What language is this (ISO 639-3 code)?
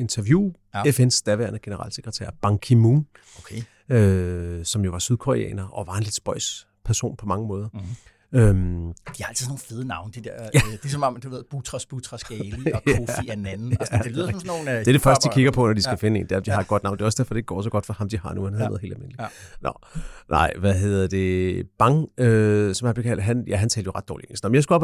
dan